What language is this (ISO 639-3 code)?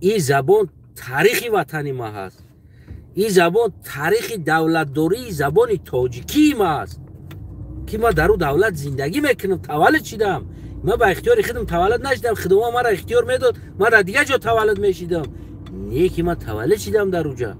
tgk